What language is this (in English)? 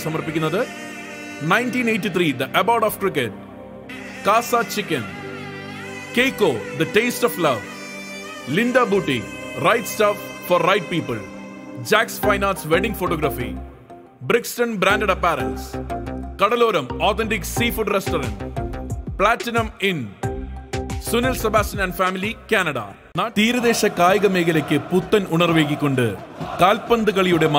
Malayalam